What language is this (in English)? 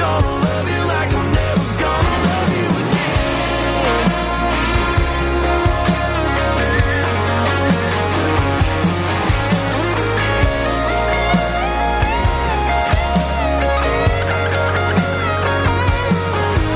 English